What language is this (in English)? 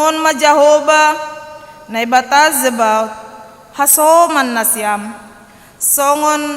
Batak Simalungun